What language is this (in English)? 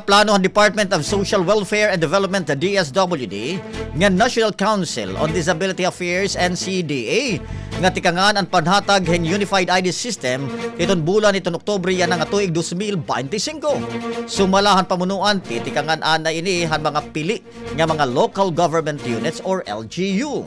Waray